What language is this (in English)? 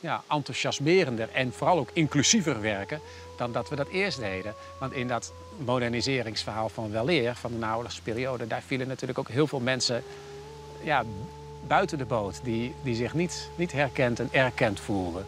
Western Frisian